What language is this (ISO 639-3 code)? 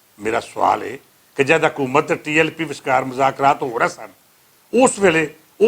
lah